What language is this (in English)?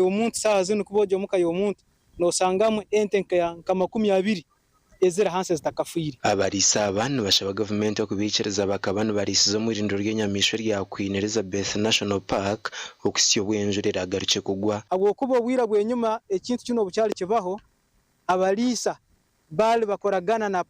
Nyankole